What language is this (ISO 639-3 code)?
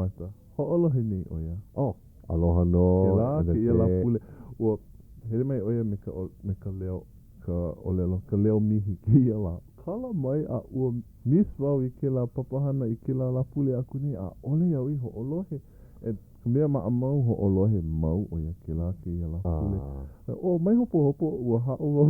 haw